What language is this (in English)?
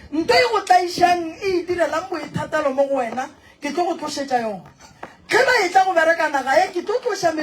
Northern Sotho